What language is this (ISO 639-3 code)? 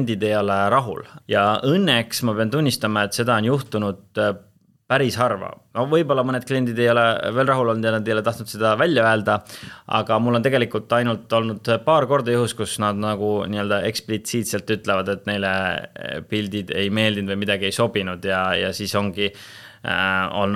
est